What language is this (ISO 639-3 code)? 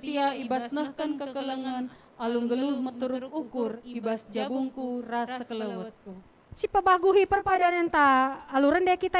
btx